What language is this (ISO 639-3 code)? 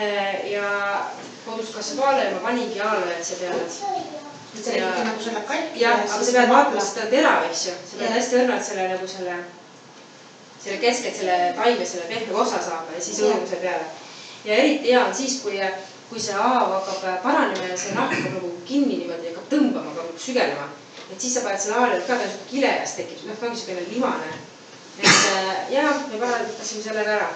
est